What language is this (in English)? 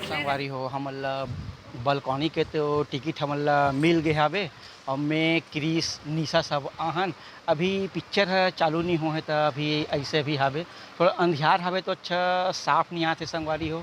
Chhattisgarhi